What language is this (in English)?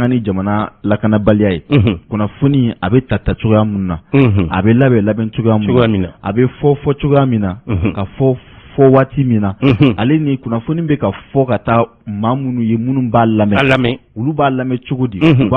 Bambara